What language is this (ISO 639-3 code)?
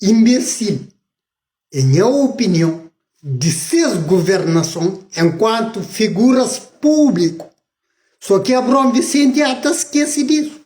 kea